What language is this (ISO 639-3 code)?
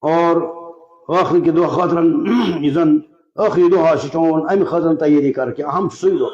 kas